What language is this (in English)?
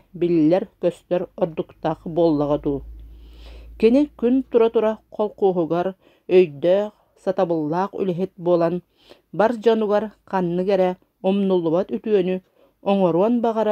Yakut